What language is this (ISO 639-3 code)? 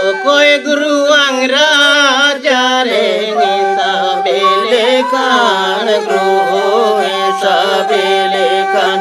sat